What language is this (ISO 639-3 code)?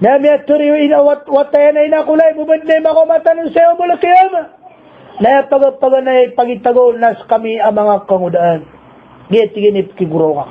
mrw